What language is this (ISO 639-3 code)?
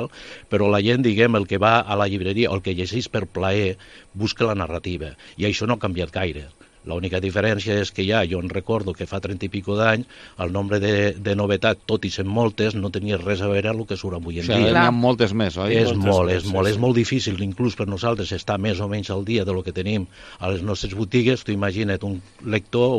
cat